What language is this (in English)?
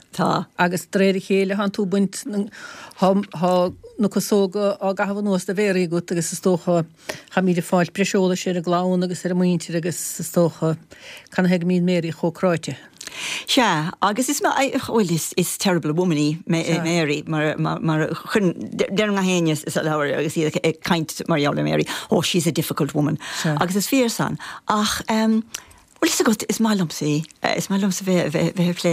Irish